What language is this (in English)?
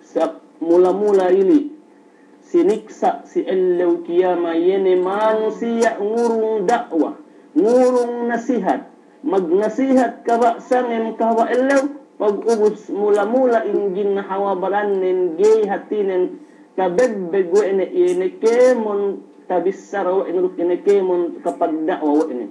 Yakan